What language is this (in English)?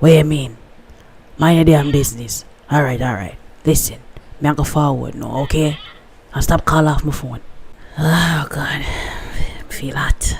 Jamaican Creole English